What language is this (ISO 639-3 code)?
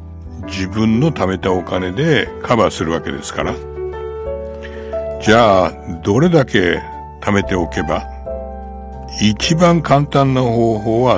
jpn